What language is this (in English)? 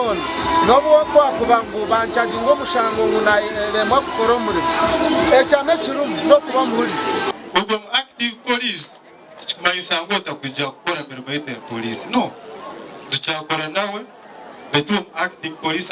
Nyankole